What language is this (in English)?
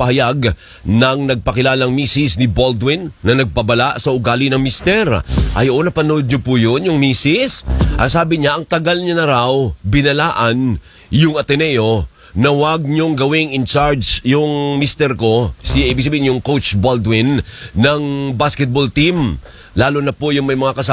Filipino